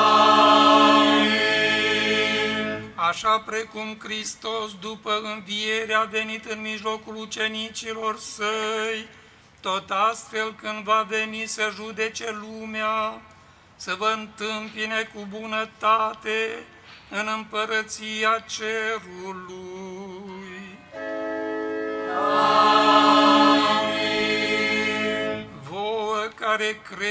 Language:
Romanian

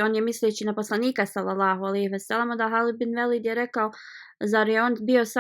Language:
Bosnian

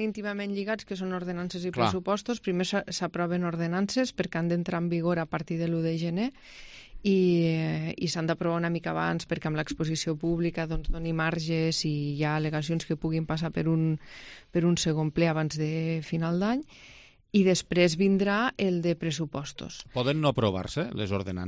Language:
Catalan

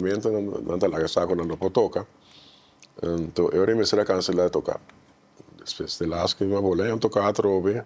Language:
Papiamento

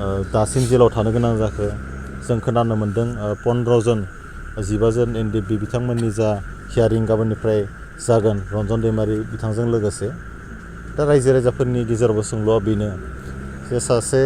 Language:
Bodo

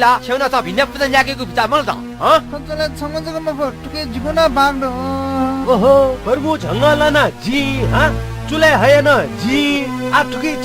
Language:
Newari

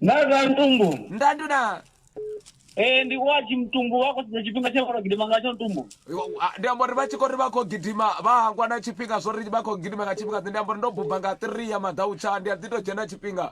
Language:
Venda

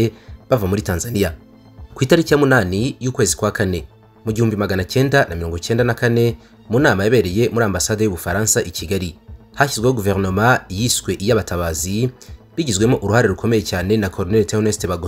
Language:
Kinyarwanda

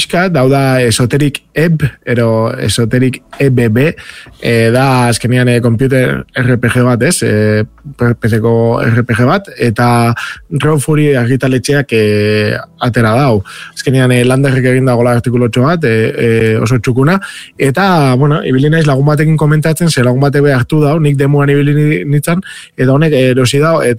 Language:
Basque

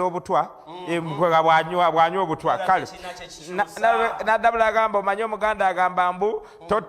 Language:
Ganda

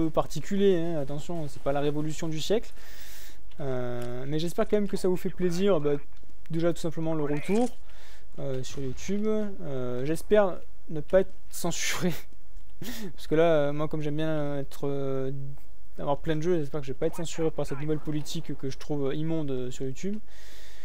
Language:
French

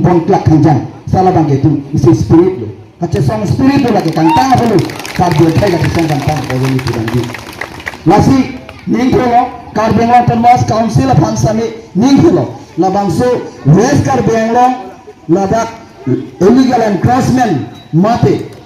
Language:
Karbi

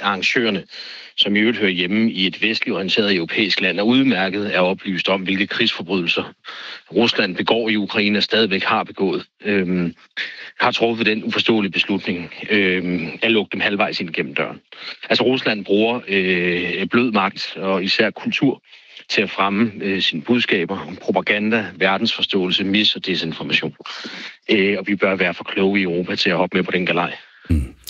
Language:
Danish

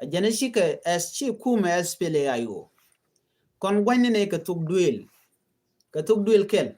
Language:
Nuer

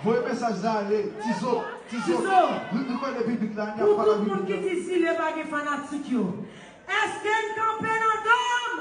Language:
Haitian Creole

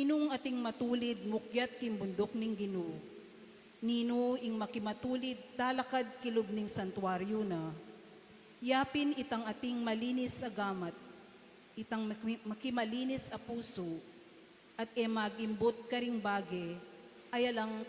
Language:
Pampanga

